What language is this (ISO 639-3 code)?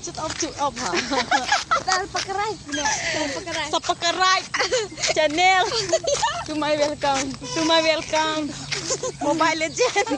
mjw